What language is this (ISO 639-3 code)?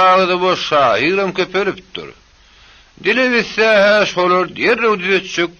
tuk